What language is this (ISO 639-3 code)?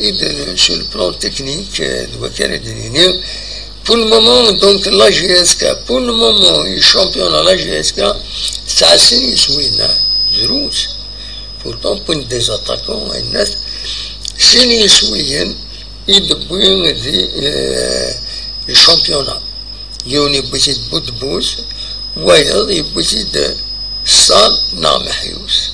kab